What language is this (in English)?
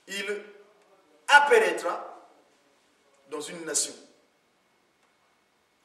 French